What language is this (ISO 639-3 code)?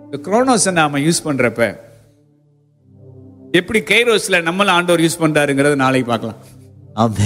tam